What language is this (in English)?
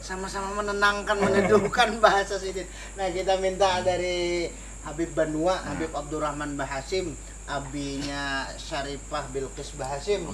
Banjar